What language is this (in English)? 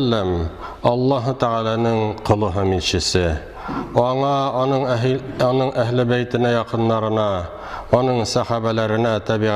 Tatar